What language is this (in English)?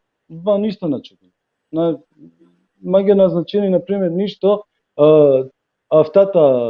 Balkan Romani